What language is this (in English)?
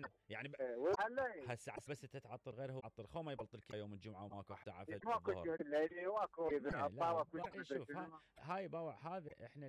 Mesopotamian Arabic